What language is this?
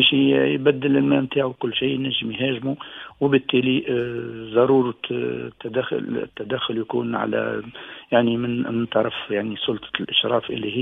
Tunisian Arabic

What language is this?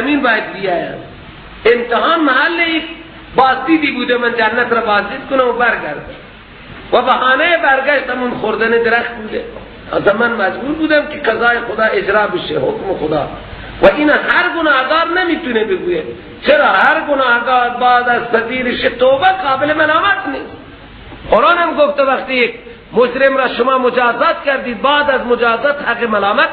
Persian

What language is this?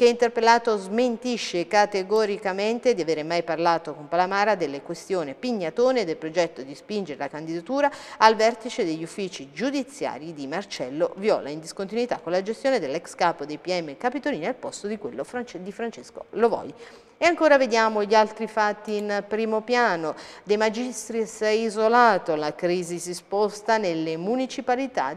Italian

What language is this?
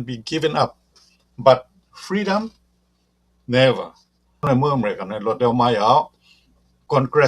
Shan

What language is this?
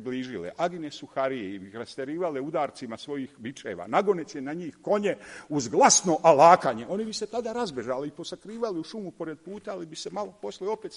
Serbian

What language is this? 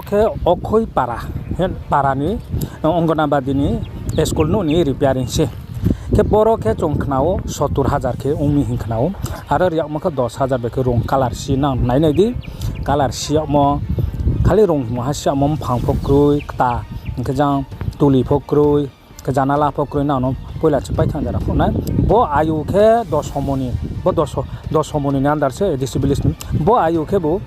Riang (India)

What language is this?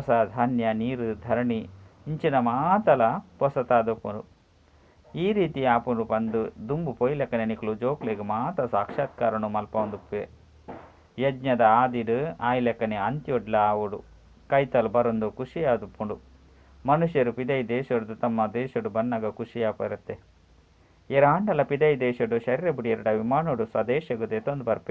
Tulu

